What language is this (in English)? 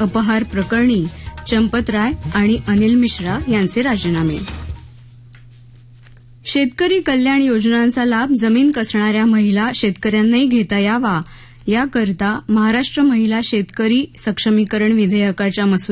Marathi